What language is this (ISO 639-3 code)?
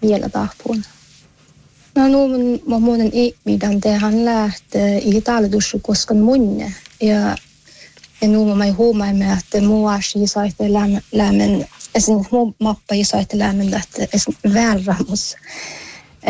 sme